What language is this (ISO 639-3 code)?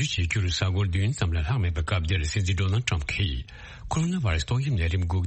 bod